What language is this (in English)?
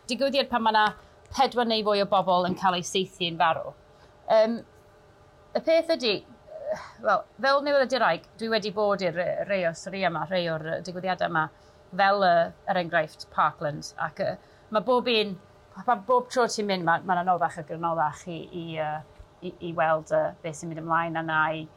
Welsh